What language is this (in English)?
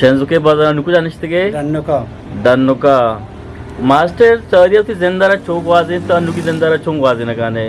Eastern Balochi